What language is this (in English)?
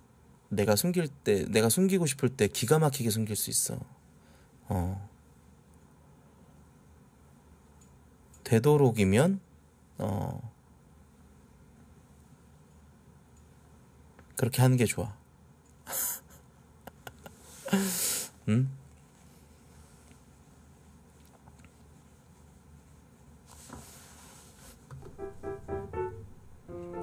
Korean